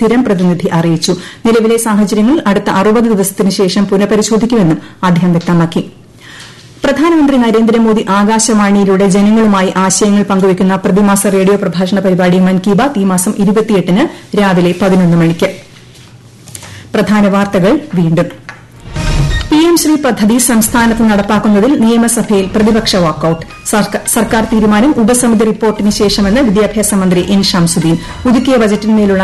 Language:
Malayalam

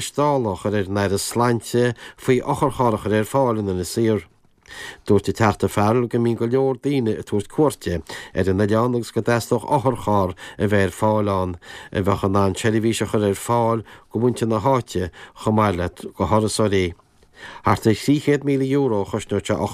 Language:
Irish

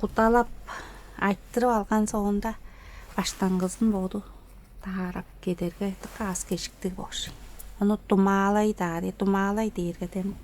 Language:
Tuvinian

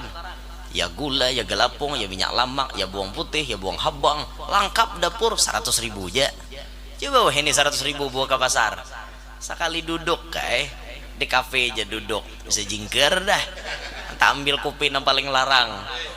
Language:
Banjar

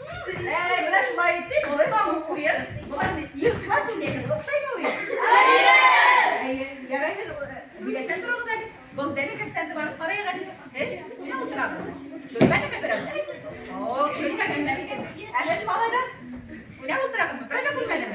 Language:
Bashkir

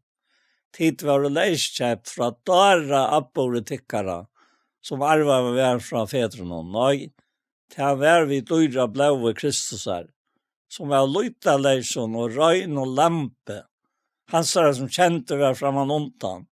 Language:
Faroese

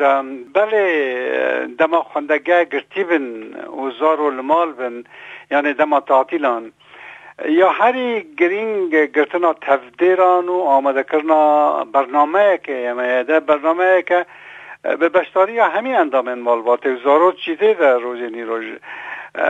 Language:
Kurdish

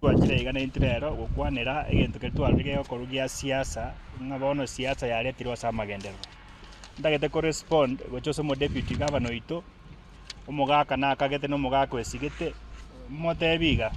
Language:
Gusii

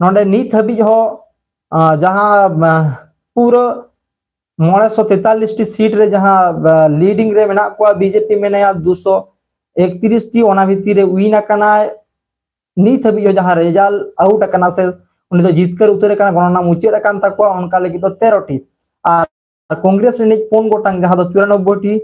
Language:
Santali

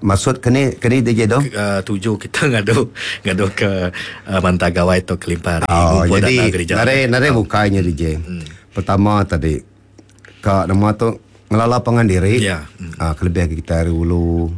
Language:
Iban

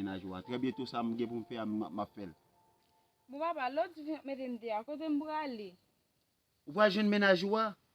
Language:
Haitian Creole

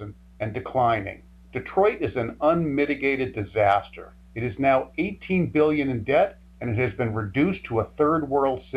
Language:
English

